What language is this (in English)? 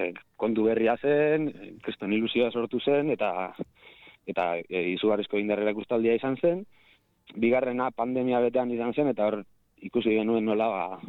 Basque